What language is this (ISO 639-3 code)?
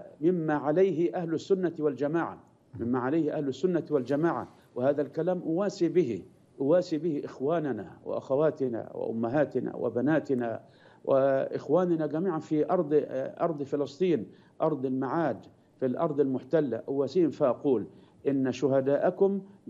ara